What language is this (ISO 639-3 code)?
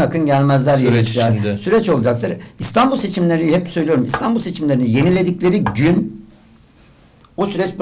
tur